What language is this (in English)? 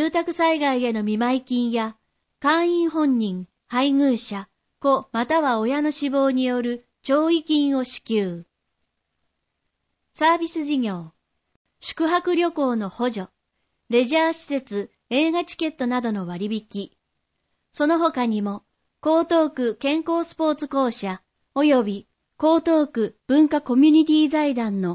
Japanese